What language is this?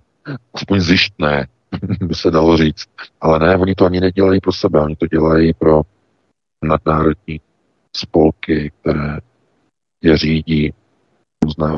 Czech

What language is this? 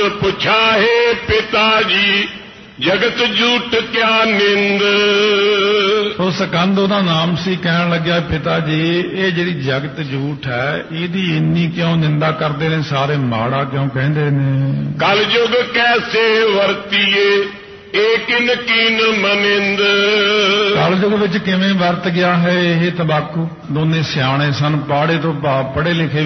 Punjabi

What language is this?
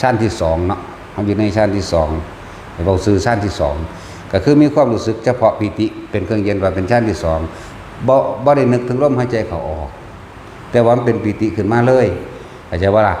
Lao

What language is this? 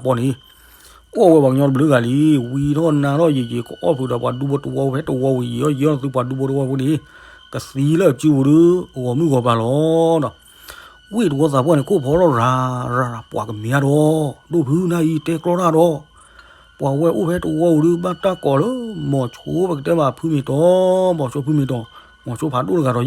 S'gaw Karen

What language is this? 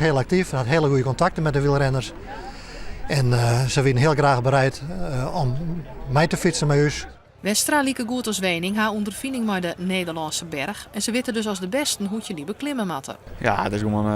Western Frisian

